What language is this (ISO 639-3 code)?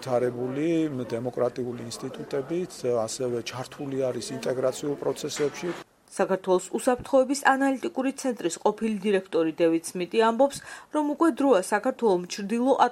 kat